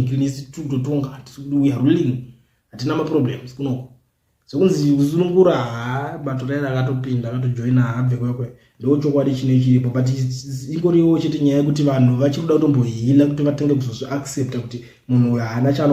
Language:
Shona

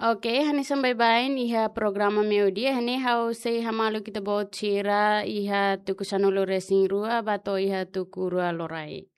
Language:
Tetum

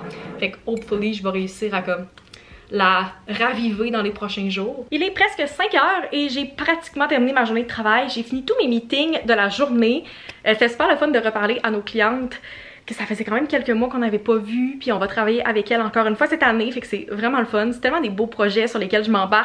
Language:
French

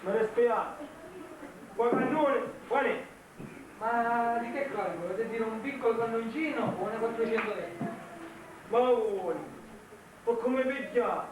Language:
Sicilian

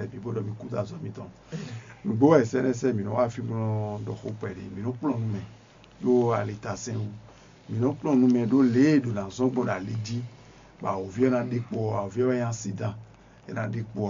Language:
Fon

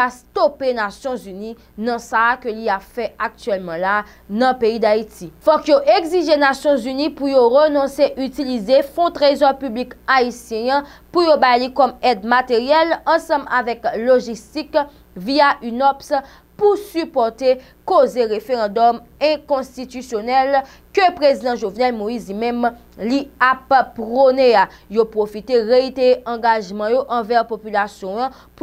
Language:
Haitian Creole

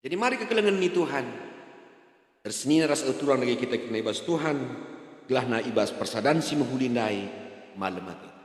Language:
Batak Karo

